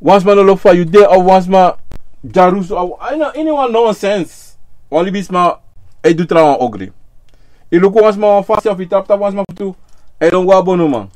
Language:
Sranan Tongo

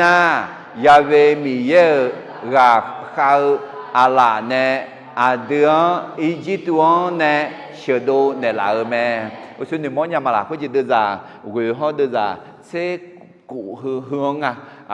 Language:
Akha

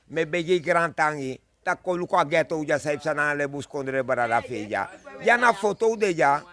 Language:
Sranan Tongo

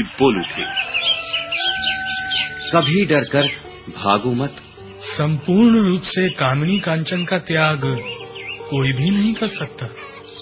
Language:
Hindi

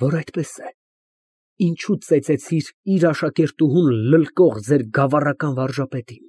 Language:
Armenian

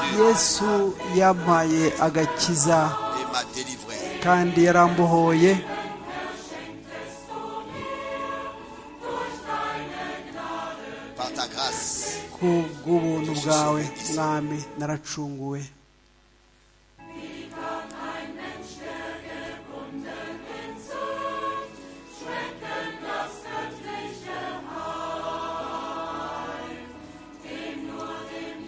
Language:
Kinyarwanda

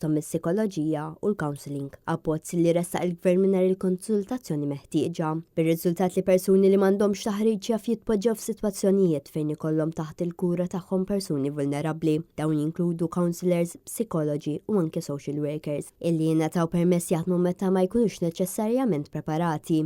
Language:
Maltese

